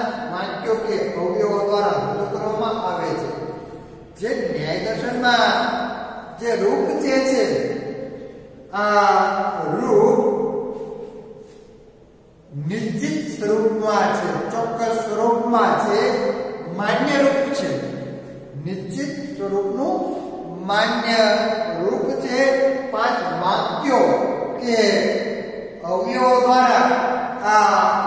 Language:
Gujarati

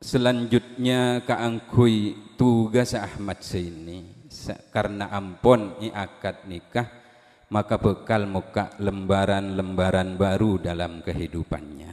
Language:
Madurese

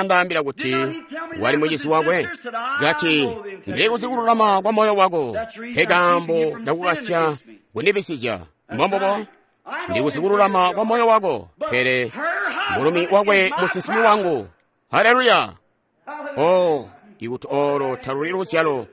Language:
Tonga (Zambia)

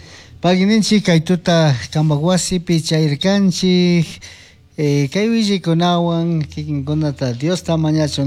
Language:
Chimborazo Highland Quichua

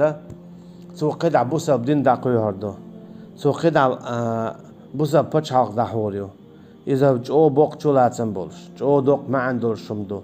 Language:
Chechen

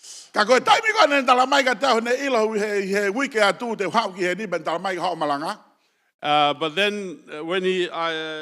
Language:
Tongan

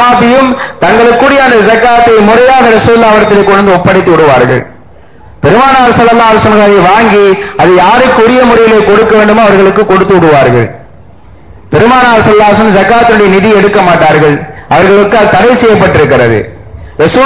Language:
Tamil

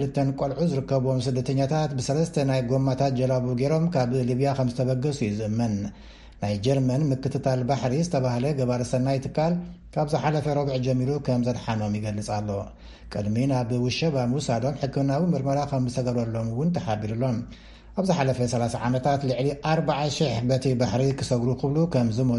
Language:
Tigrinya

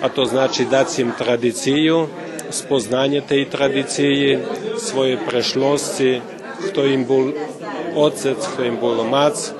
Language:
Rusyn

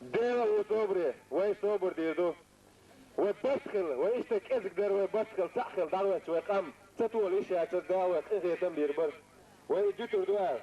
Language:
Chechen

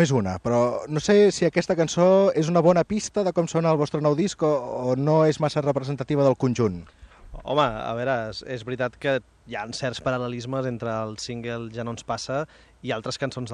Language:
Catalan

